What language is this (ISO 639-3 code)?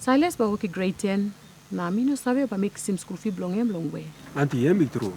tpi